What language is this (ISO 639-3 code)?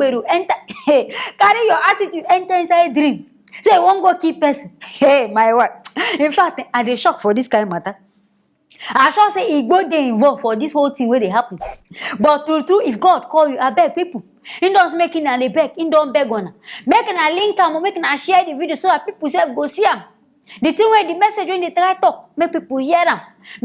pcm